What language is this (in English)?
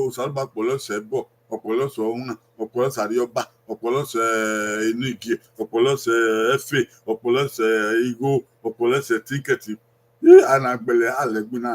Bini